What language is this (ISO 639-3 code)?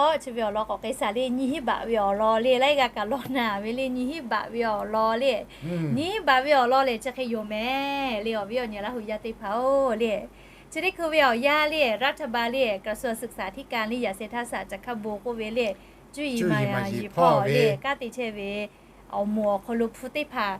lhu